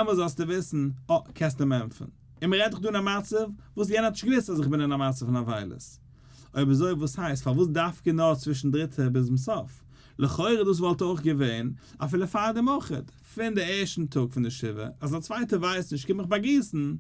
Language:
Yiddish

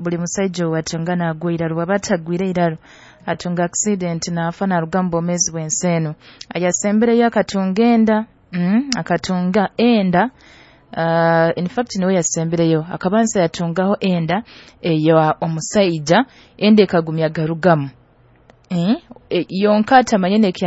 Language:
Nyoro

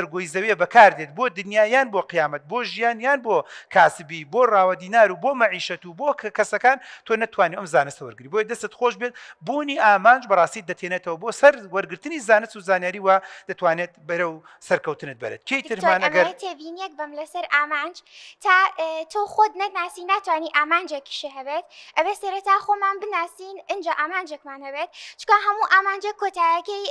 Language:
Central Kurdish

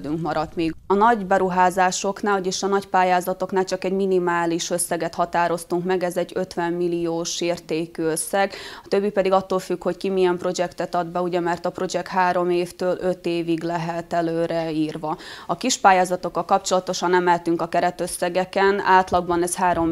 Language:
Hungarian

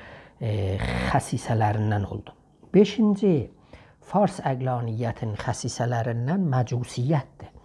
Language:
South Azerbaijani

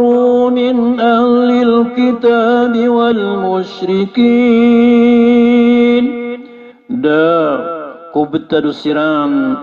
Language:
Maranao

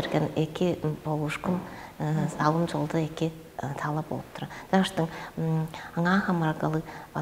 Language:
Tuvinian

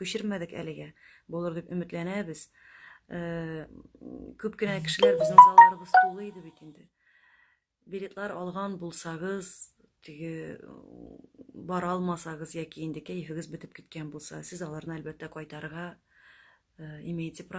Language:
Tatar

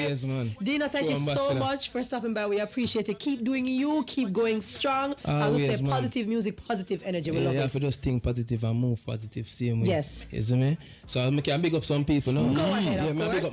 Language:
Jamaican Creole English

